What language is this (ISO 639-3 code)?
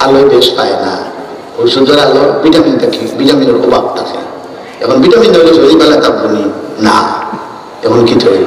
syl